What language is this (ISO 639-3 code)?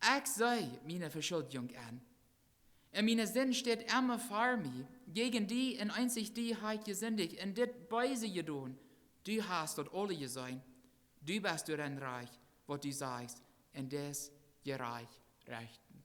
pdt